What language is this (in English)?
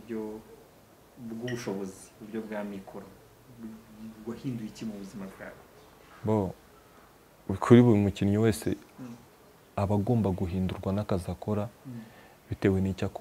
Kinyarwanda